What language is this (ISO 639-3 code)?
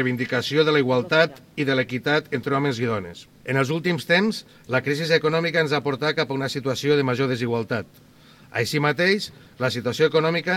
cat